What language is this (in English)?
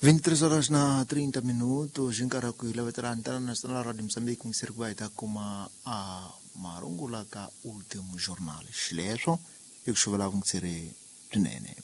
Tsonga